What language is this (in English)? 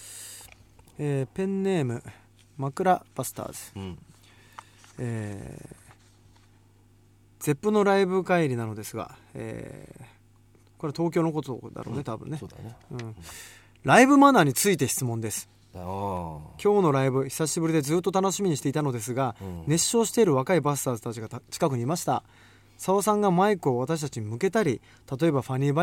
Japanese